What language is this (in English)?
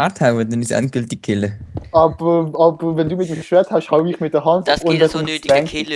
Swiss German